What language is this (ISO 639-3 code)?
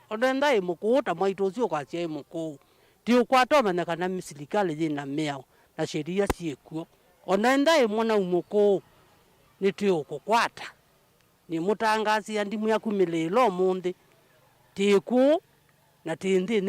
kam